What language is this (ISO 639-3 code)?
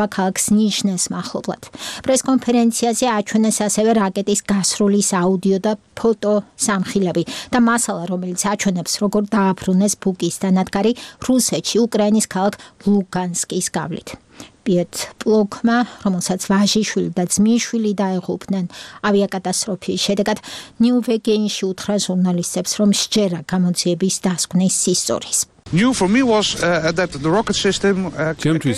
kat